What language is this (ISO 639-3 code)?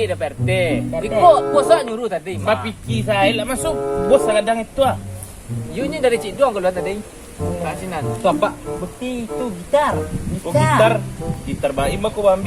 min